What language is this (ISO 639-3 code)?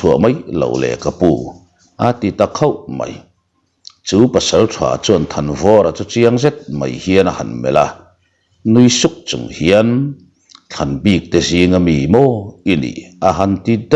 lus